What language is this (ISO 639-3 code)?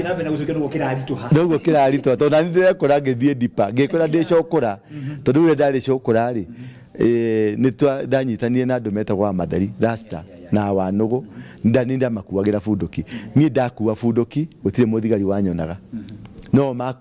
kik